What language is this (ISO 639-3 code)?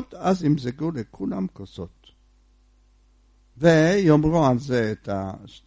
heb